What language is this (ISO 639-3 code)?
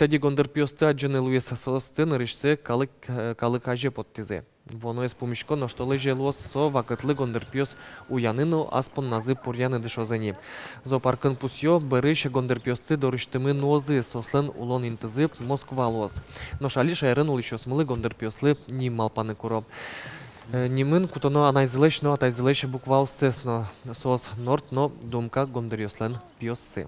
udm